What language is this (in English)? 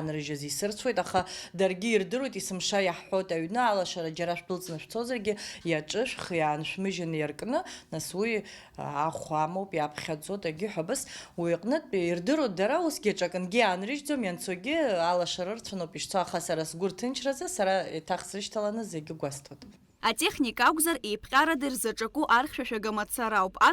Abkhazian